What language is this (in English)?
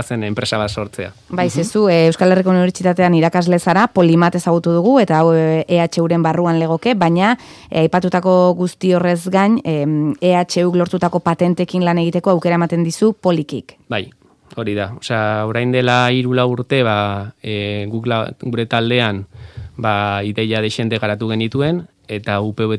Basque